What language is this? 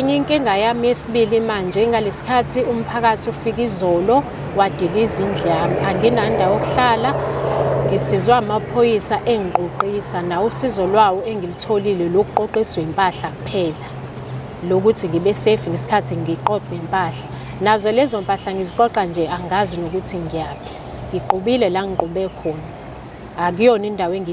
Zulu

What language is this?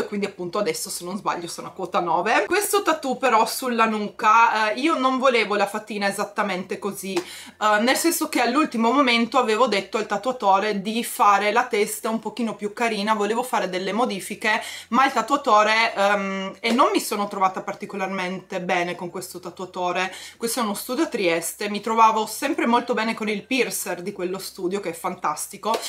Italian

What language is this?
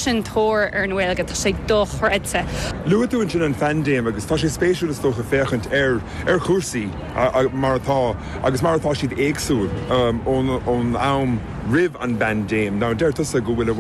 Irish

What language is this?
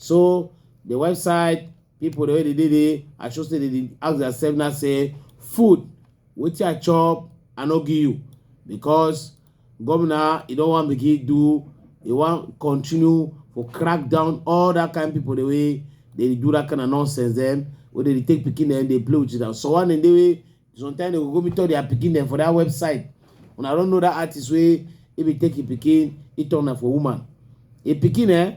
Cameroon Pidgin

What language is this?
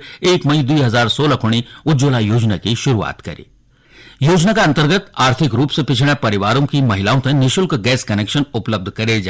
Garhwali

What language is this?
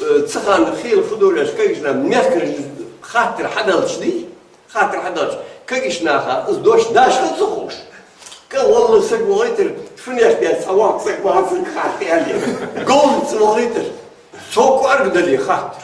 Ingush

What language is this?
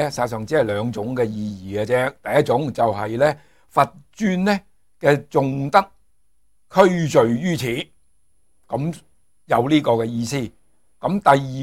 Cantonese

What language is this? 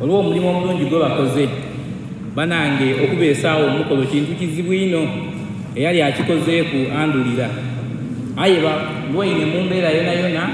Soga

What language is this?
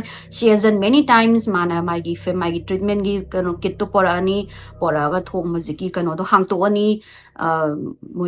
Manipuri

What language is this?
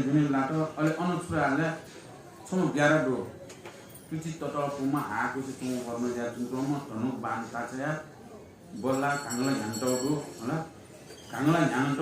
Newari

